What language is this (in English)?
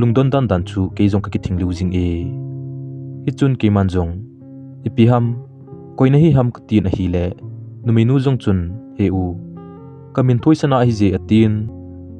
Thado Chin